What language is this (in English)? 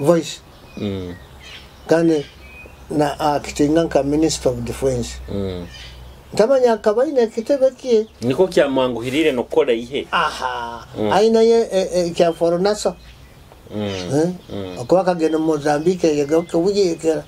Nyoro